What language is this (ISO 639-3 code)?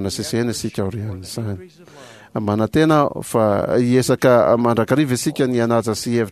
mlg